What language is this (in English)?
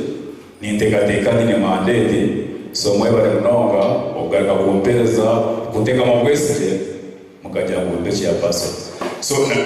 Nyankole